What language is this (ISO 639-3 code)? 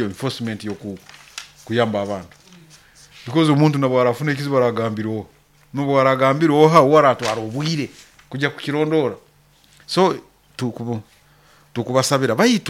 nyo